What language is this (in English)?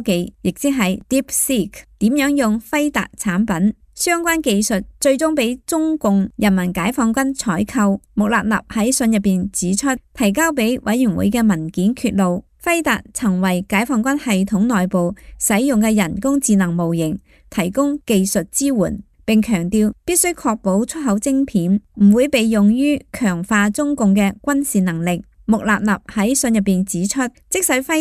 Cantonese